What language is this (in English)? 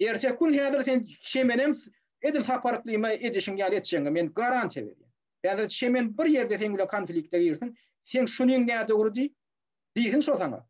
Turkmen